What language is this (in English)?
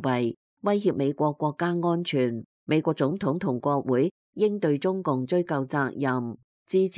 Cantonese